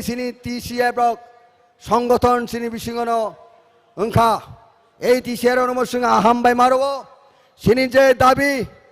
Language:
Kok Borok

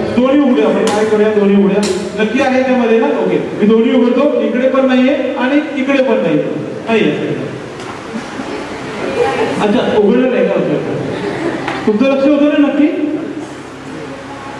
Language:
Marathi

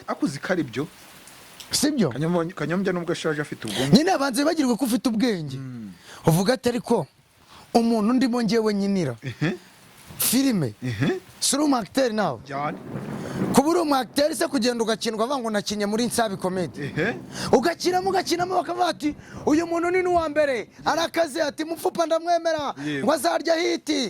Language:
Kinyarwanda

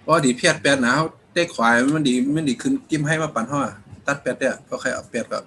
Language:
Shan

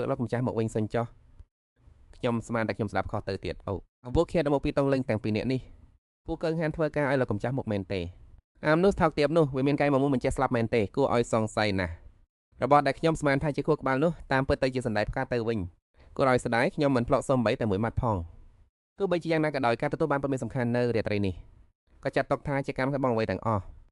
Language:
Khmer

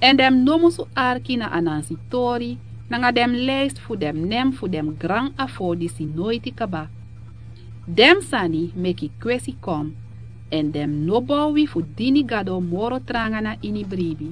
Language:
Sranan Tongo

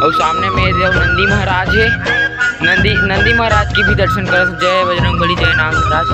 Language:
Chhattisgarhi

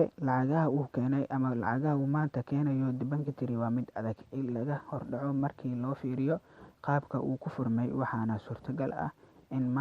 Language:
Somali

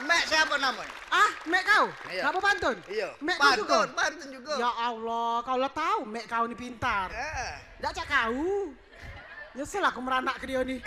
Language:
Musi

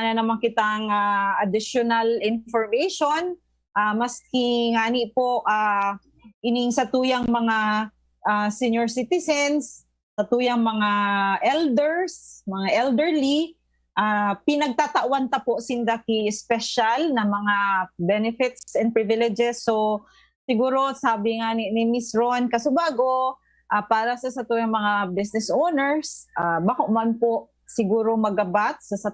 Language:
Bikol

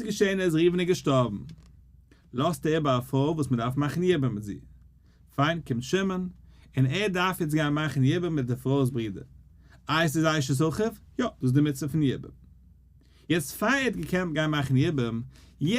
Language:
Yiddish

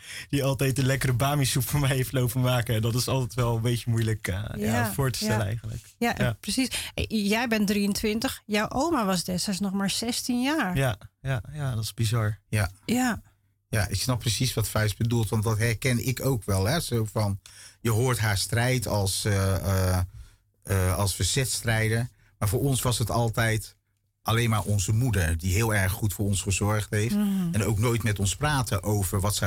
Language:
Dutch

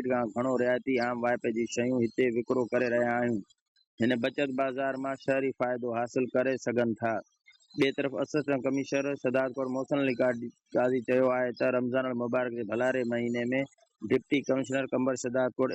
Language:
Sindhi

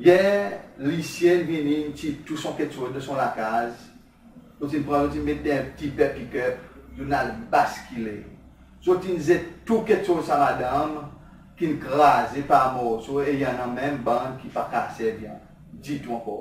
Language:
Seselwa Creole French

